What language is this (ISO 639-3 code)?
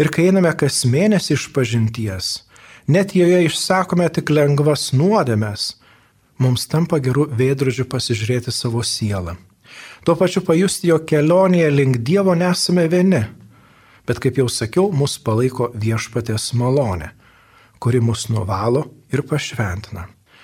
lit